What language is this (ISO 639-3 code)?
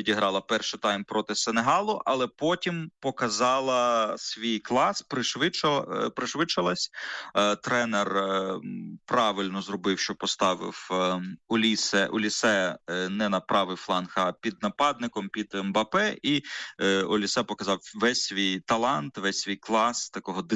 ukr